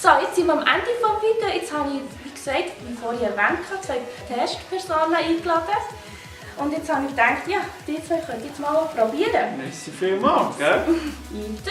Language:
Swiss German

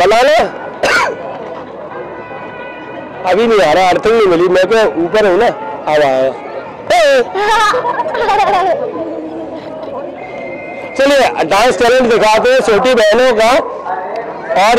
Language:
Hindi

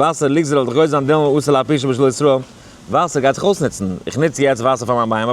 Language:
Yiddish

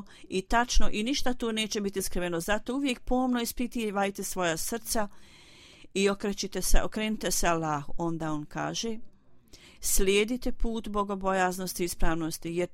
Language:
Bosnian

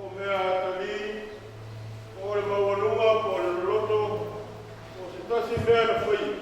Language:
Samoan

